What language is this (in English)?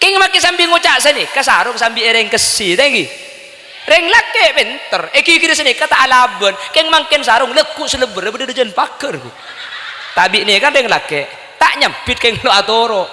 Madurese